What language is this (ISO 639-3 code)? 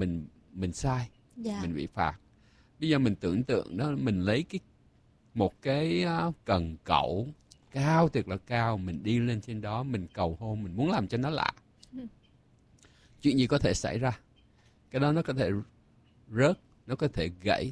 vie